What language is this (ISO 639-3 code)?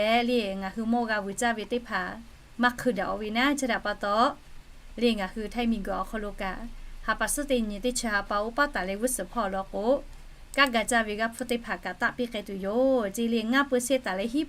lhu